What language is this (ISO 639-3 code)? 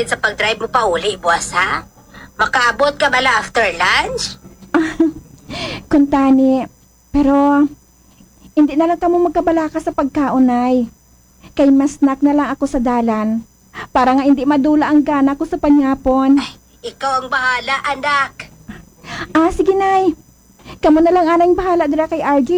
hil